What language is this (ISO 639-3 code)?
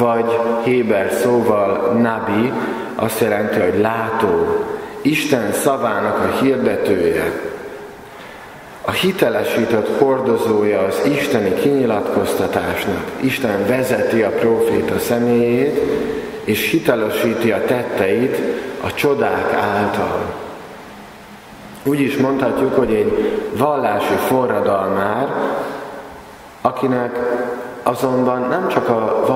hun